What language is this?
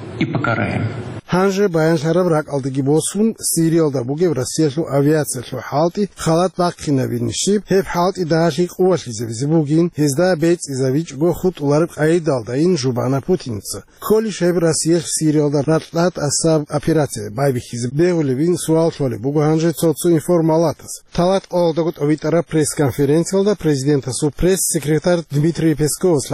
Avaric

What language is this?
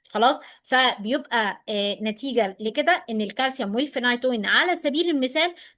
Egyptian Arabic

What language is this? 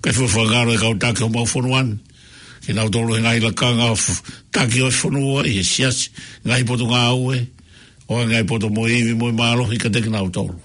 Tongan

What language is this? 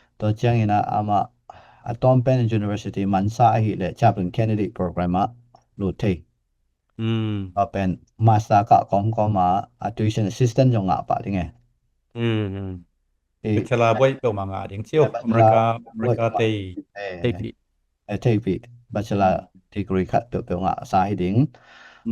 Tedim Chin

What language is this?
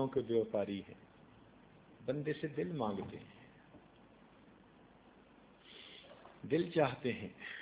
Urdu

